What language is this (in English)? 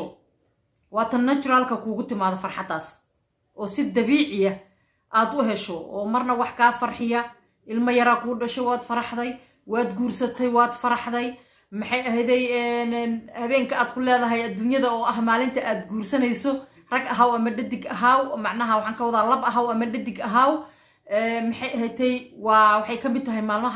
Somali